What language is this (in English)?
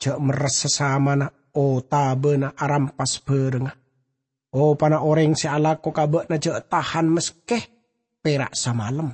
Madurese